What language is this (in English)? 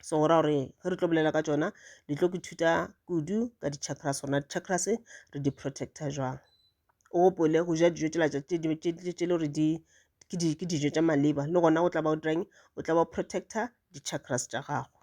Northern Sotho